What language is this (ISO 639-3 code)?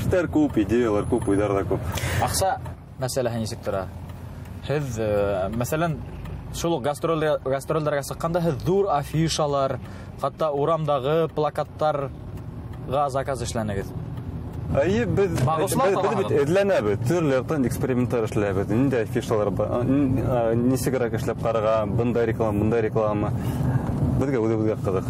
bak